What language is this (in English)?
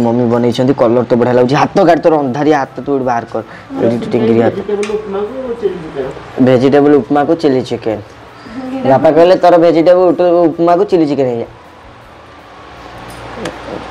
Odia